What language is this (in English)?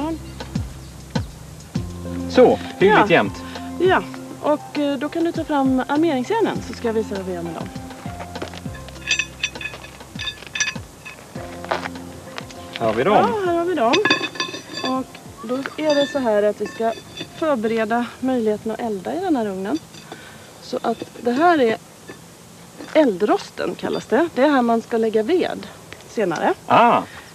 Swedish